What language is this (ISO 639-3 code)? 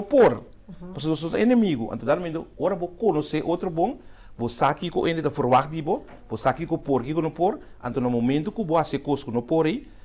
pap